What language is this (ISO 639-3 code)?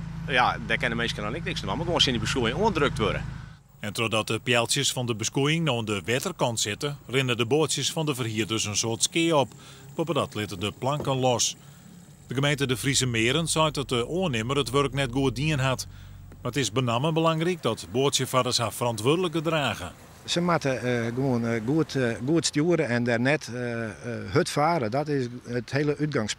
fry